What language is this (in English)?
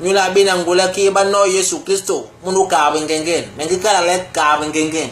Basaa